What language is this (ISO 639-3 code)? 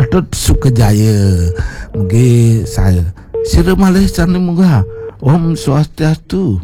ban